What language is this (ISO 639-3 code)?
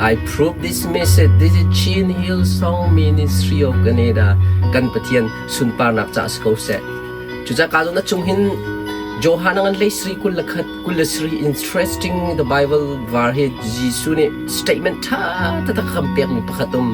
cnh